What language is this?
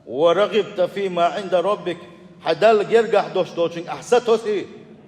Chechen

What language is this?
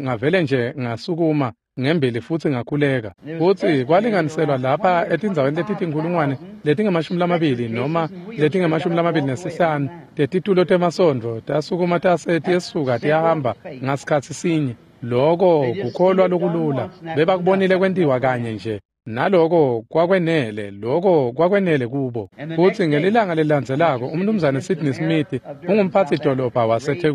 Swati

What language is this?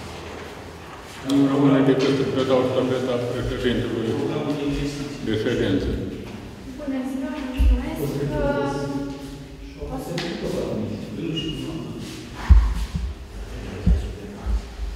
Romanian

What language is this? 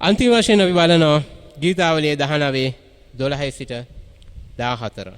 Sinhala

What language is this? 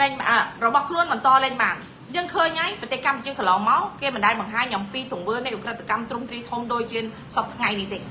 Khmer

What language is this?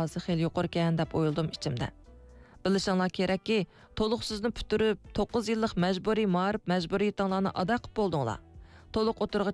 Uyghur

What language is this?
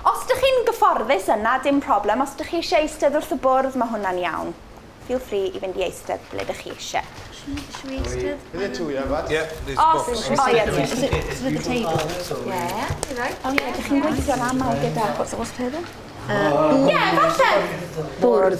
Welsh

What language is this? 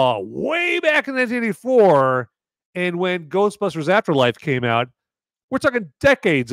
English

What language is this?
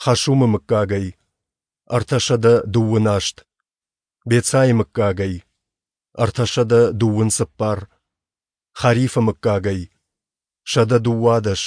Ossetic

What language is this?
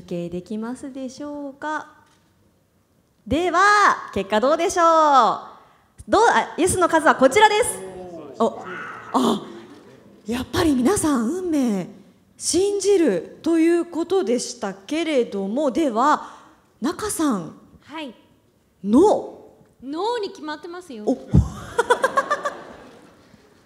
Japanese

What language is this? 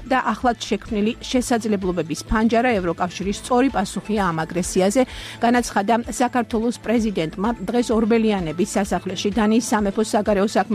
Georgian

